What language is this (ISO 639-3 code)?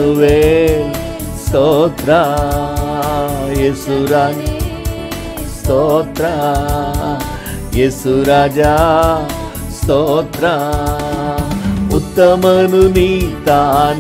kan